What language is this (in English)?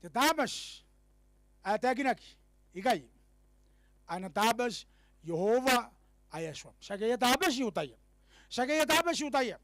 Gilbertese